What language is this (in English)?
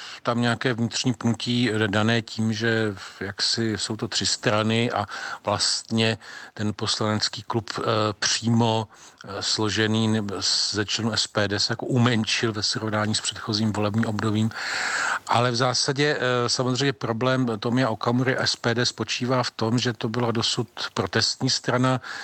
Czech